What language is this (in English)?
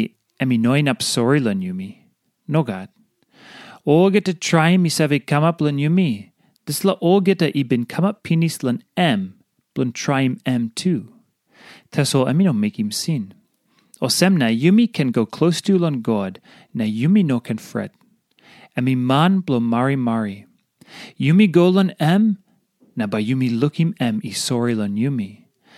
Tok Pisin